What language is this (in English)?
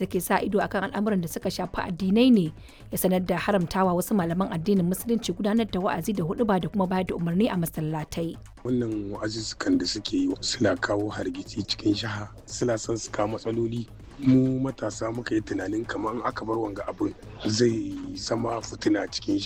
Hausa